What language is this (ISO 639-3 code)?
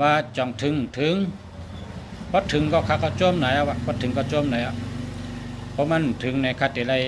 shn